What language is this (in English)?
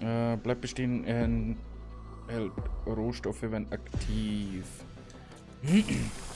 Bavarian